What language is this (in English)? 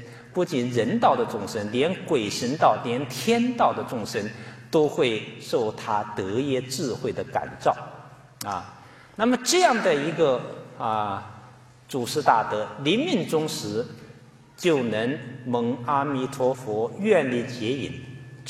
Chinese